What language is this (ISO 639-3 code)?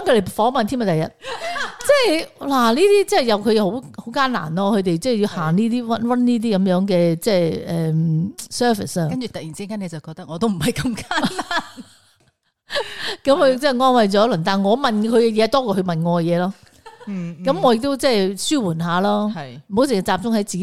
yue